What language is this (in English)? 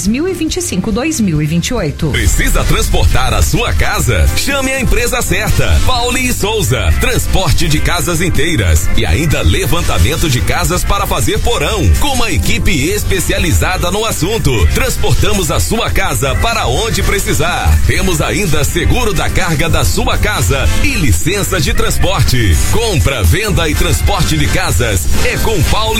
Portuguese